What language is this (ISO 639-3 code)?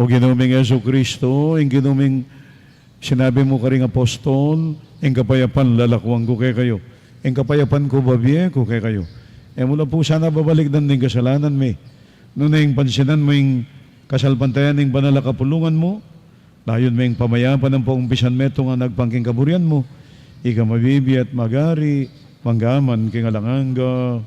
pam